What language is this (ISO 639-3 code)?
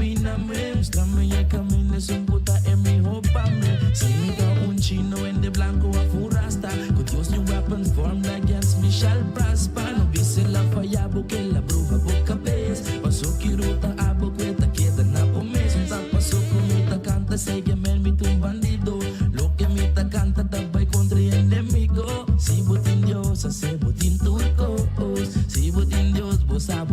pap